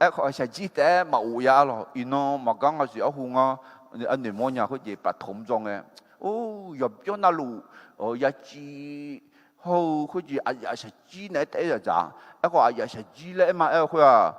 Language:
Akha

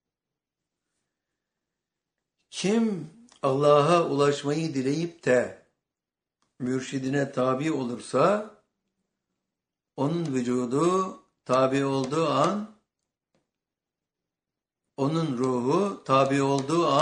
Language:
Turkish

